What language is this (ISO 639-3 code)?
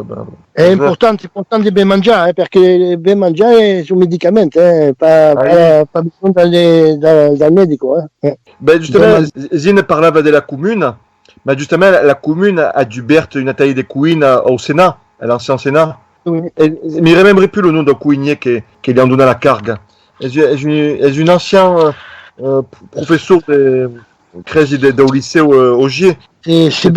oci